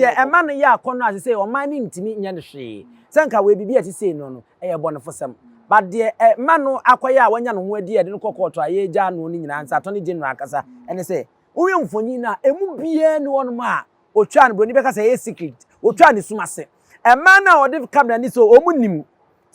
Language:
Akan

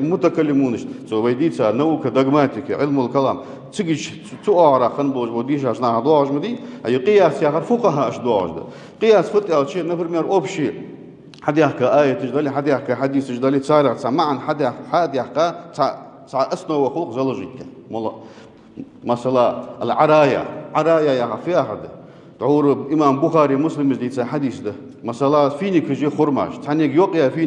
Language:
Ingush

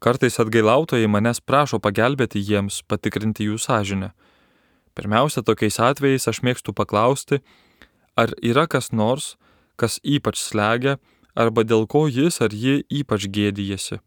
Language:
Lithuanian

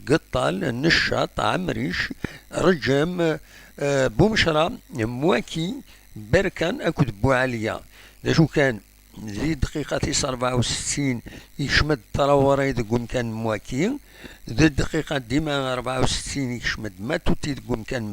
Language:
Kabyle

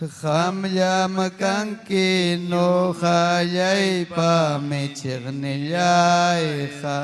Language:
Ayacucho Quechua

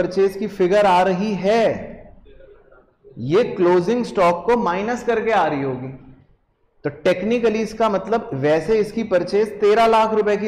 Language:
Hindi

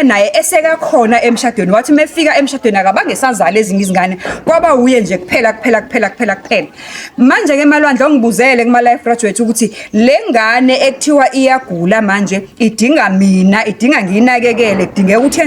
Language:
Zulu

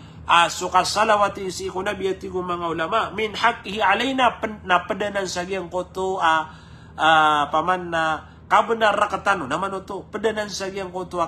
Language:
Maranao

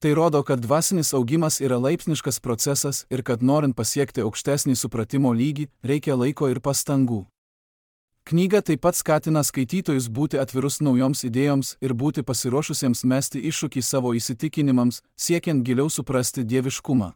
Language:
Lithuanian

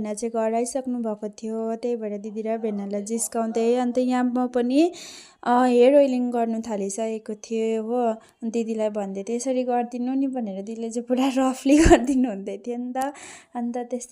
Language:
Nepali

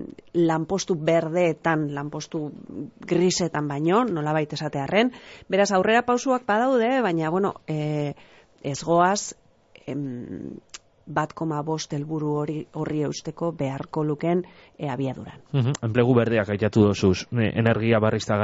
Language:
Basque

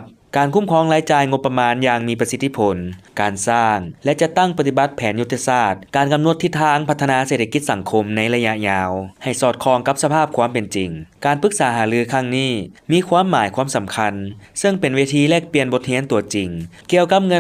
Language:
Lao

